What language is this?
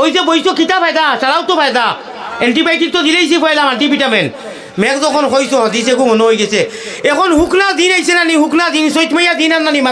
Sylheti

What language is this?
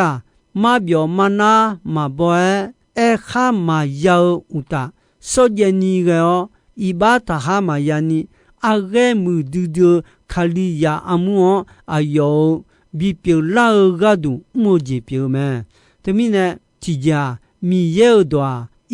Akha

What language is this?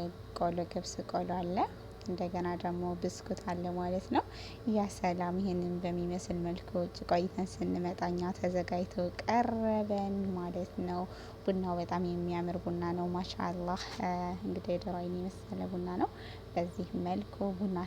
Amharic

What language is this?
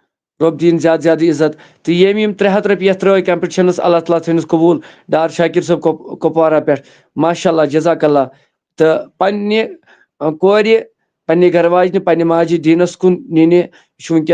Kashmiri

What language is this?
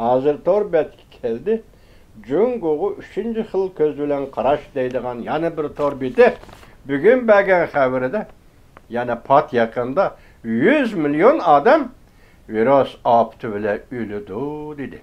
Uyghur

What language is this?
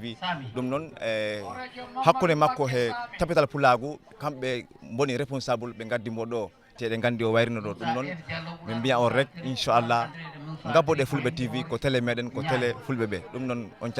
Fula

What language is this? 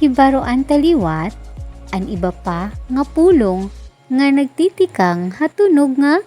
Waray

